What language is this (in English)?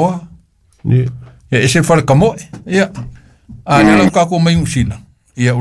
Samoan